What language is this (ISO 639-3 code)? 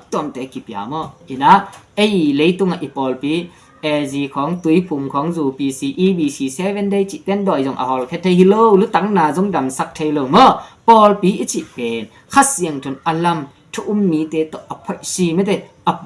ctd